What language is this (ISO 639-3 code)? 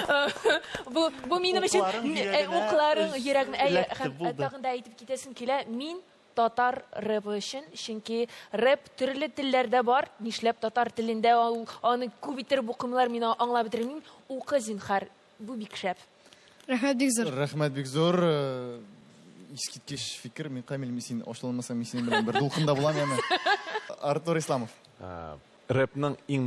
tat